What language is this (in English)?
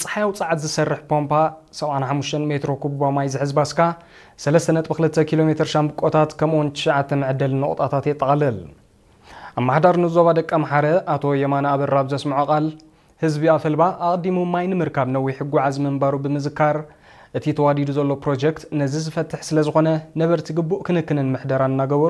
Tigrinya